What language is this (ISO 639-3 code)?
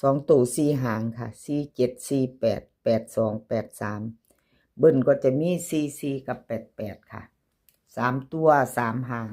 lao